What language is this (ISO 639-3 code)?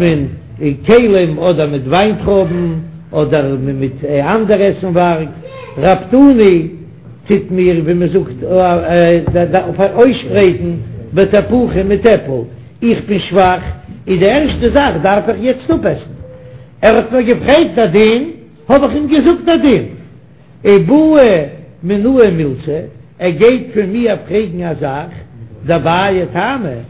yid